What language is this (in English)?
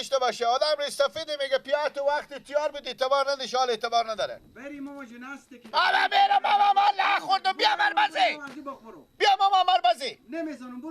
Persian